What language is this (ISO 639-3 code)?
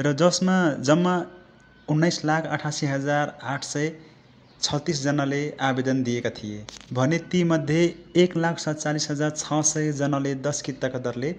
nep